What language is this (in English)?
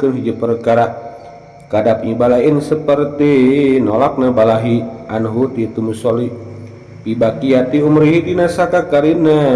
Sundanese